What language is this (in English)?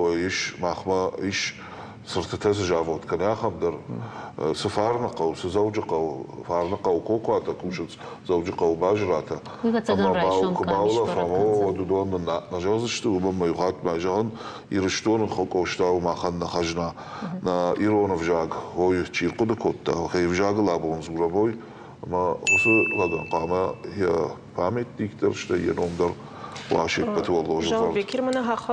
Ossetic